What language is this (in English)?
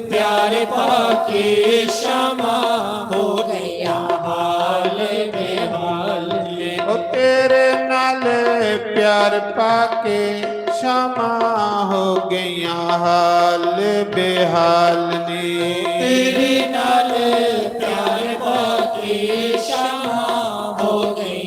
Dogri